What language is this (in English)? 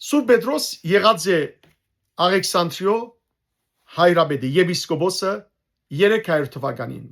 Western Armenian